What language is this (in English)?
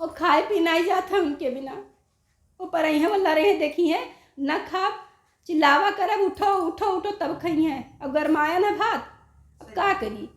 Awadhi